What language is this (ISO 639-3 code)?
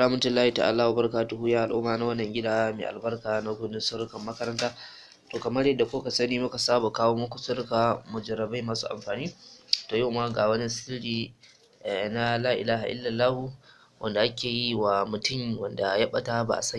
hau